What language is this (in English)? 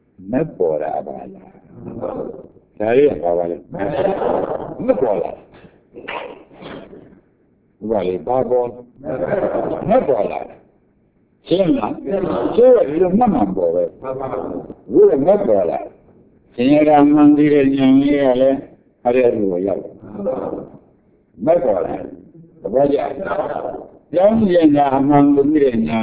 Burmese